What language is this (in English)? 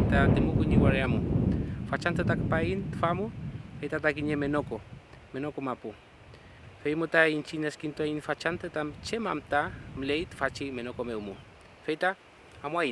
Mapuche